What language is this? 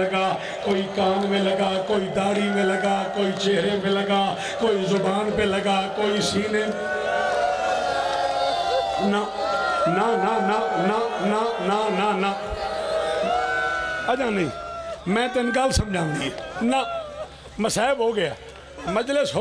Urdu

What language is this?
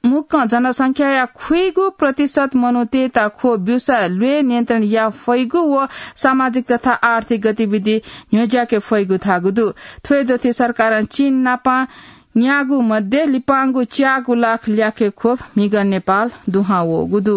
Newari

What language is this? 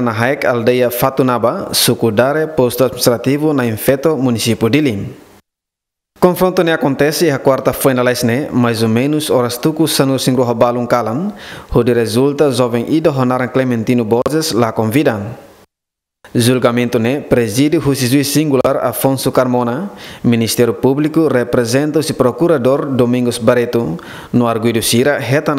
Tetum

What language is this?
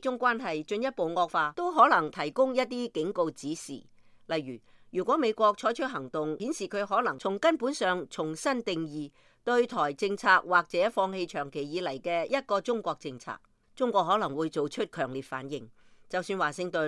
Cantonese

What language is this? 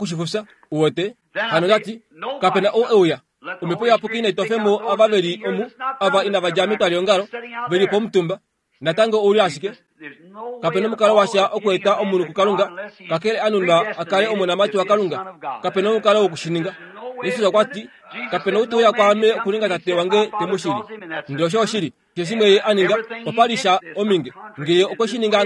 Kuanyama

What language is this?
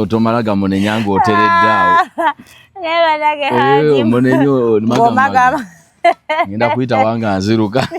Ganda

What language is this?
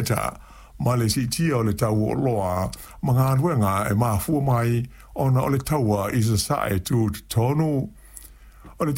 Samoan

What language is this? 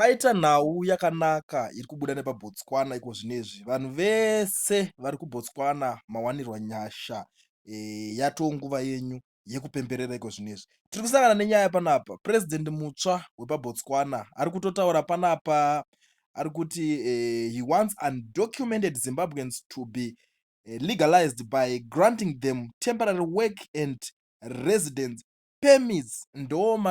Shona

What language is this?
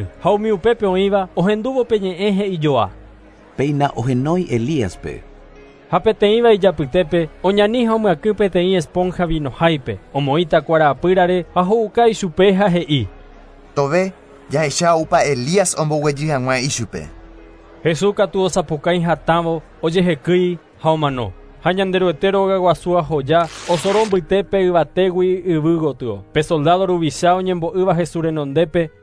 Guarani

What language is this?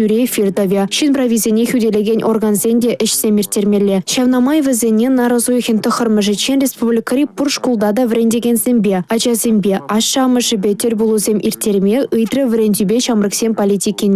Chuvash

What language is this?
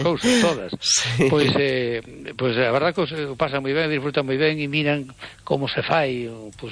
Galician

